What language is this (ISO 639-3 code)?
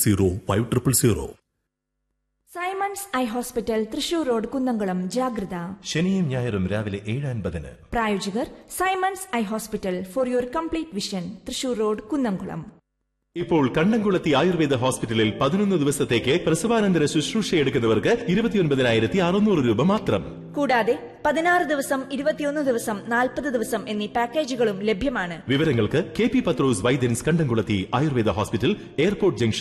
mal